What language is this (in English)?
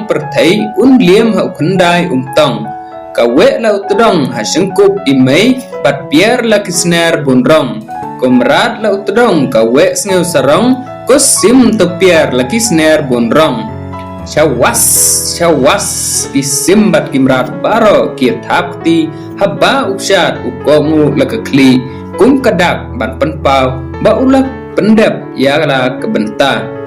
Khasi